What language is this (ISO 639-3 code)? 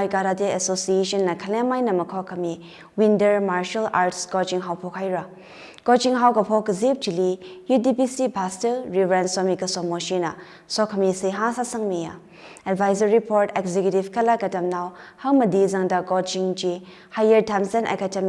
nmf